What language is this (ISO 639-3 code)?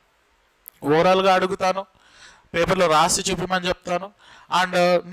tel